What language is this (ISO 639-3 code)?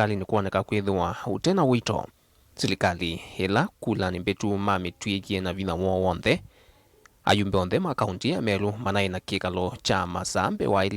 kam